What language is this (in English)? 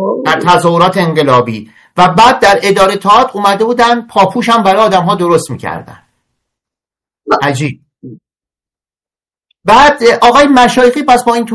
Persian